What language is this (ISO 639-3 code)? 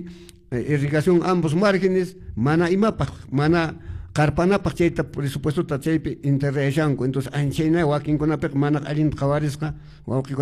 que